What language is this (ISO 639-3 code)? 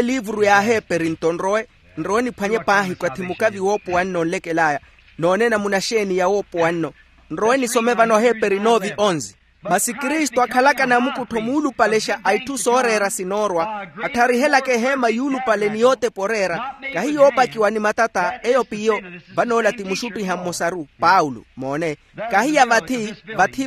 vmw